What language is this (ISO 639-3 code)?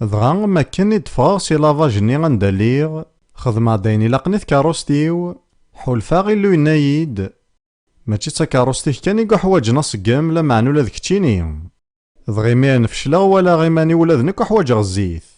kab